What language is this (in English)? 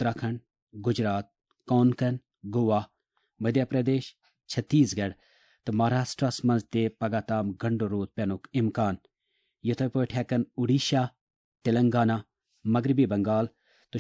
Kashmiri